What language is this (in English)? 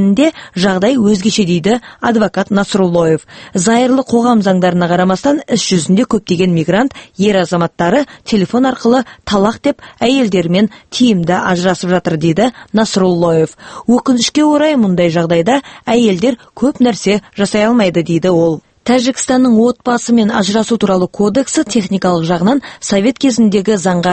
Kazakh